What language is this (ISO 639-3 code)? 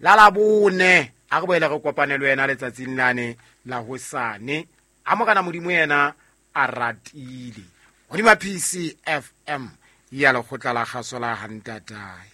sot